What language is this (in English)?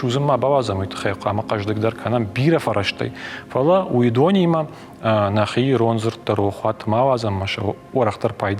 Ossetic